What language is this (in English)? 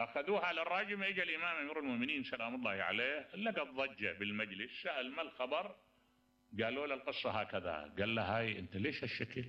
Mesopotamian Arabic